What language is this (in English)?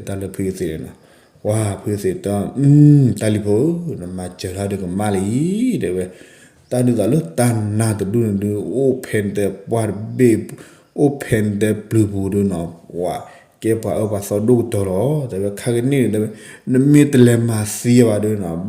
S'gaw Karen